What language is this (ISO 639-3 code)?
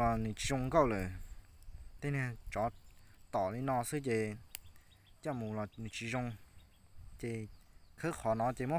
hmn